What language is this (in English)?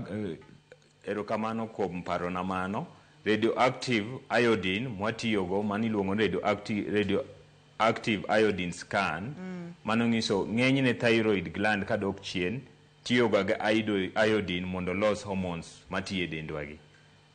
Luo (Kenya and Tanzania)